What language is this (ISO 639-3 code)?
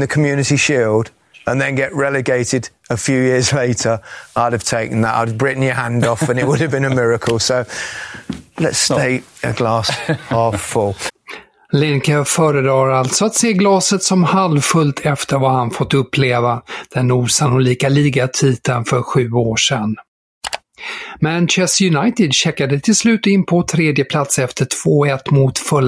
swe